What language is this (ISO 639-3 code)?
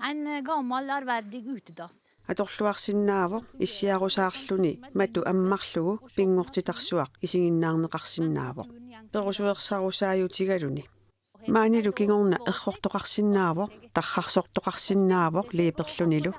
kal